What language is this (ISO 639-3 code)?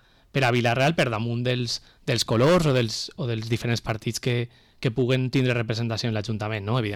cat